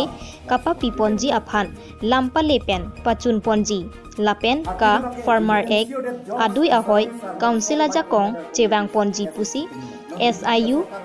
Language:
Karbi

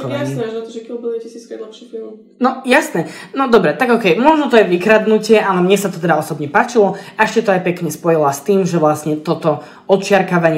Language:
Slovak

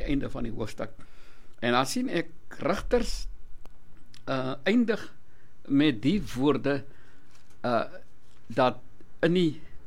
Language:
Afrikaans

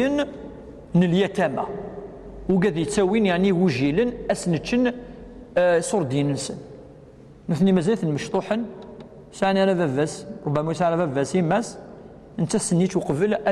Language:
Kabyle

